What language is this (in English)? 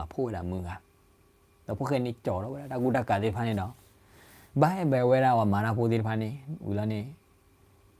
S'gaw Karen